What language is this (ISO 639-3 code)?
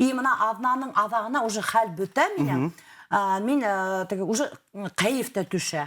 bak